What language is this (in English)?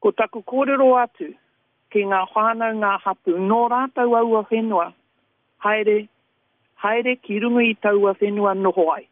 Māori